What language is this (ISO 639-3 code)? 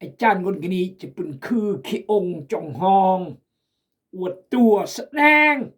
kjg